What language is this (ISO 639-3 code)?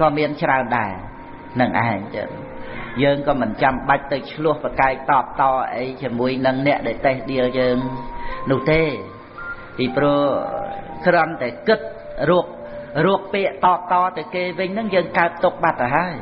khm